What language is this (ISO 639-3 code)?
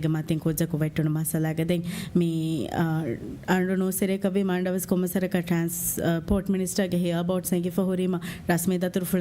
div